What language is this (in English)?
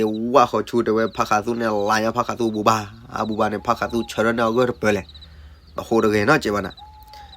S'gaw Karen